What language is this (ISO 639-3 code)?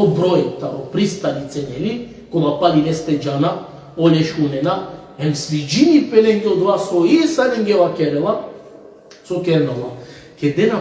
rmn